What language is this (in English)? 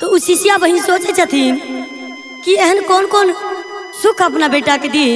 Maithili